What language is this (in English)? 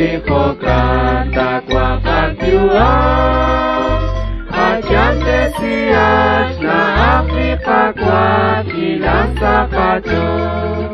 Kekchí